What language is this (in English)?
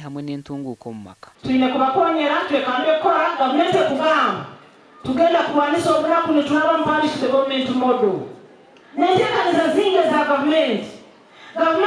Nyankole